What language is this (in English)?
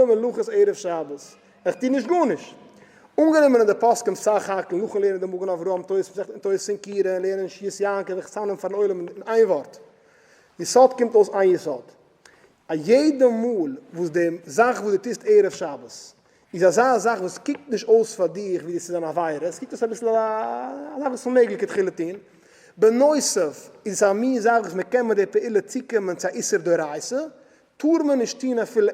Yiddish